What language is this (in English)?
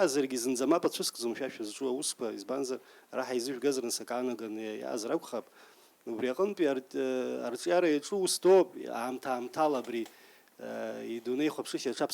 Abkhazian